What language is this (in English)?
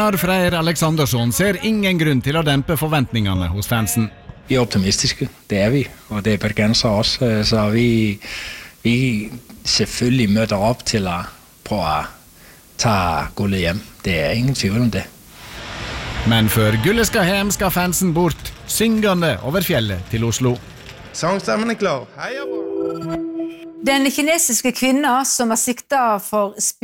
Norwegian